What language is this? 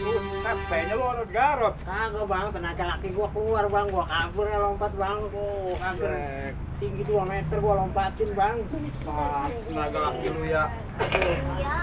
Betawi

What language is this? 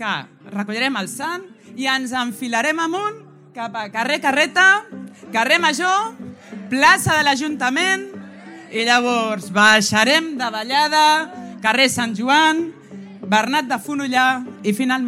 Catalan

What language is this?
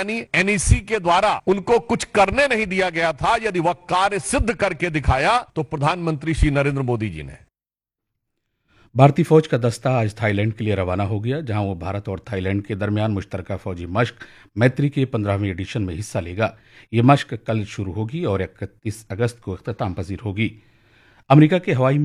Hindi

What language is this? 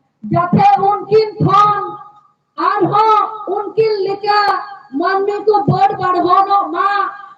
Santali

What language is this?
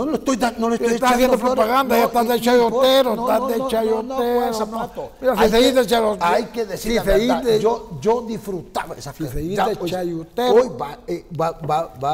Spanish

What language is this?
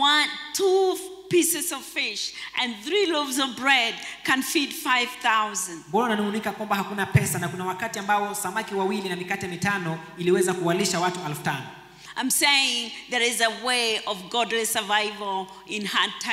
Swahili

